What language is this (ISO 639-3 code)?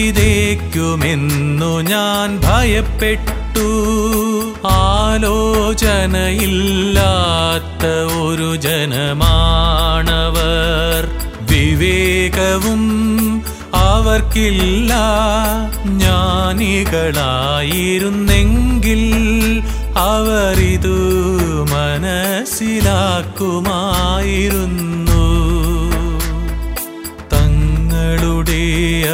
mal